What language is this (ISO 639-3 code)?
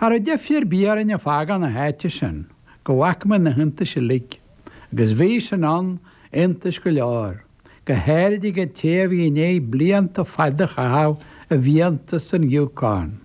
gle